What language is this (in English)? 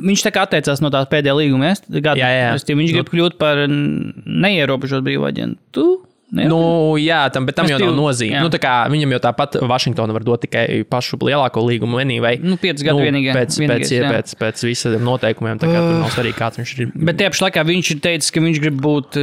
Latvian